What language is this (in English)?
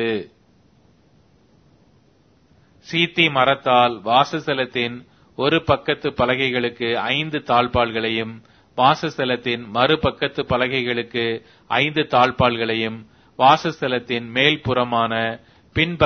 Tamil